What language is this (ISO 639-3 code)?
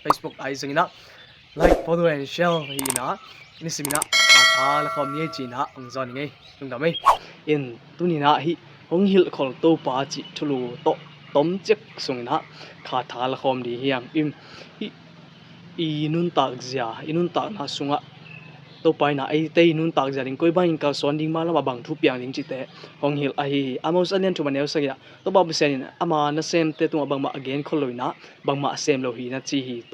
ctd